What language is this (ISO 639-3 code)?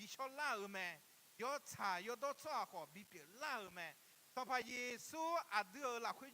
ahk